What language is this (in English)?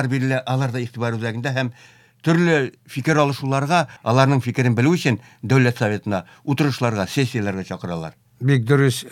Tatar